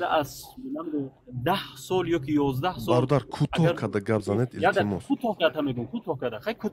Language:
Tajik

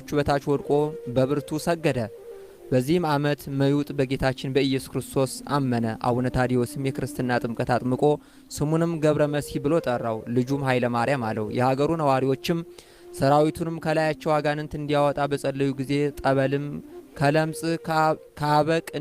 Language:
Amharic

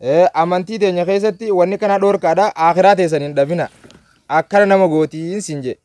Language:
Oromo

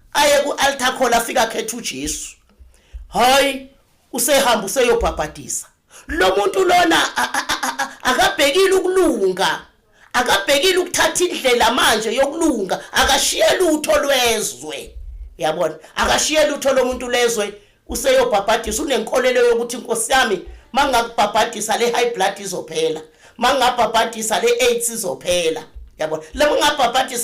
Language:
Zulu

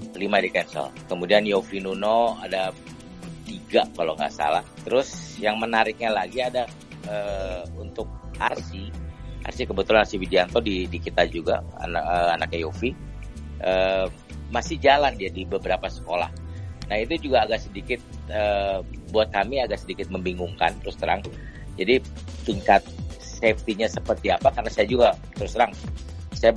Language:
Indonesian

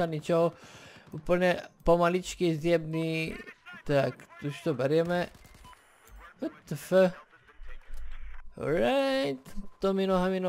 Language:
Slovak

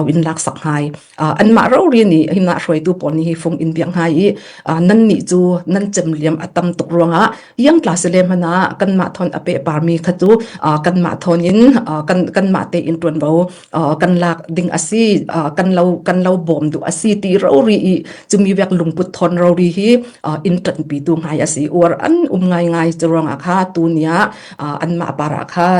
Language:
Falam Chin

